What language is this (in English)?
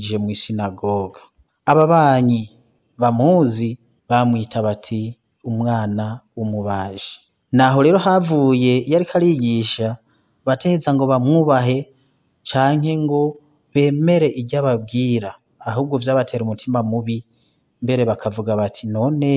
Rundi